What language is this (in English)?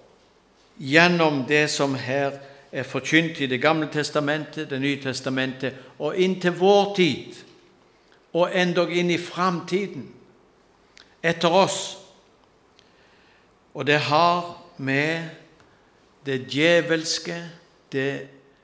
Norwegian